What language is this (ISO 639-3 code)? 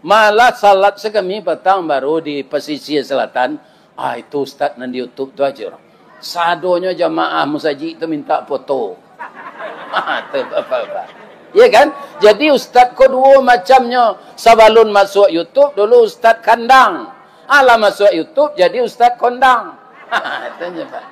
min